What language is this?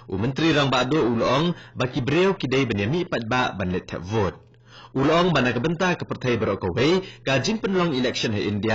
Khasi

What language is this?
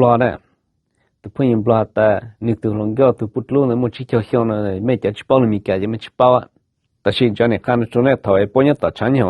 Hmong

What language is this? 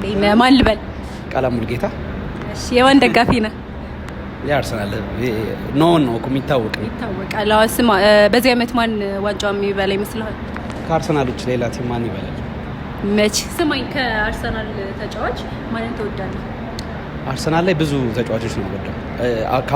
Amharic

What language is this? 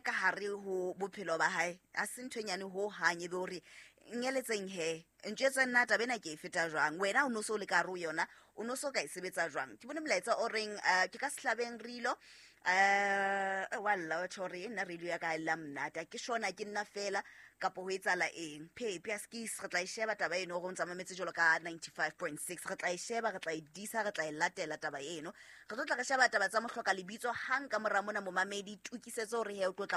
Southern Sotho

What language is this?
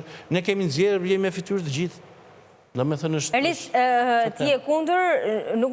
Albanian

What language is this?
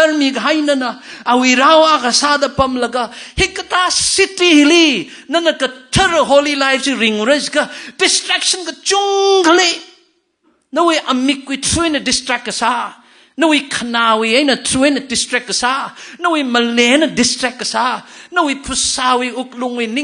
Tangkhul Naga (India)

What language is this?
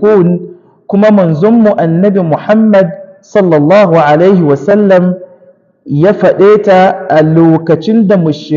Hausa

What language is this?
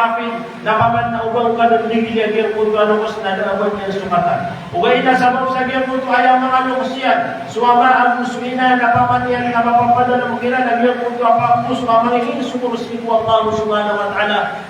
Maranao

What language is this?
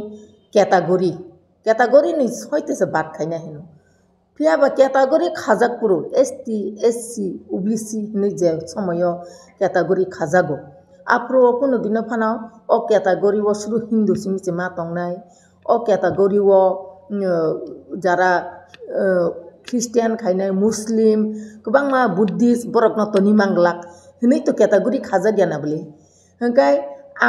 Kok Borok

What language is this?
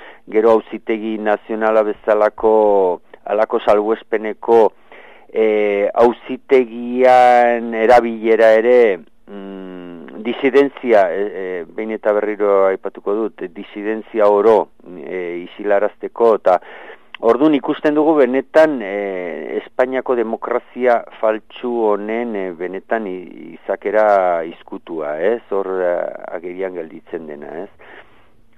Basque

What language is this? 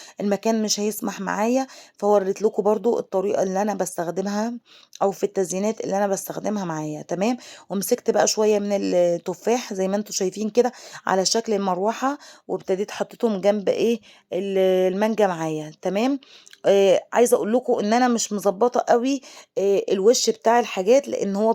Egyptian Arabic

